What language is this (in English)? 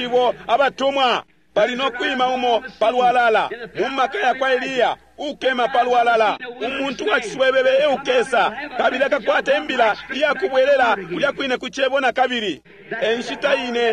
Bemba